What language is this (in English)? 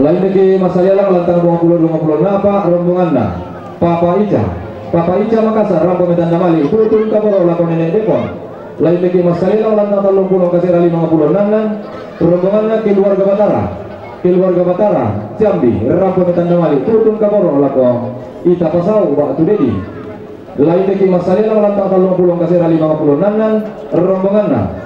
Toraja-Sa'dan